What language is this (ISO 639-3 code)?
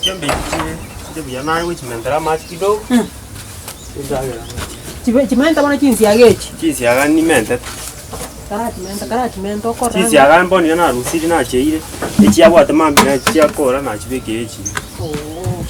guz